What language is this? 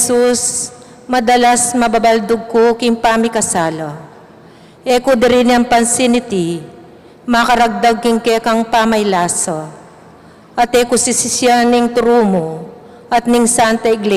Pampanga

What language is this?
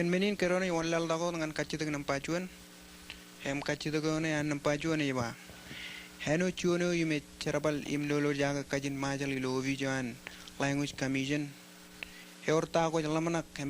Marshallese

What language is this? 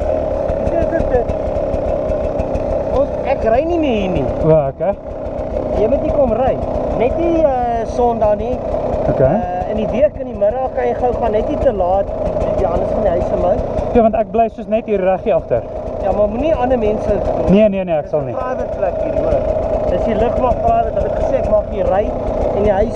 Afrikaans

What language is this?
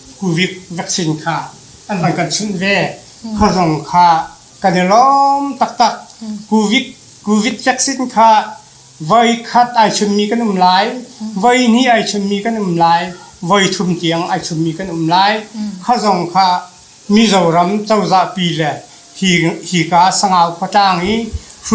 Hakha Chin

